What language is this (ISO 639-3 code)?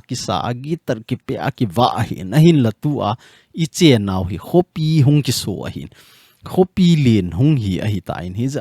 tcz